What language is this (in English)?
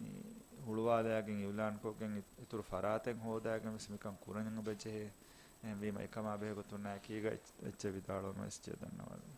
Divehi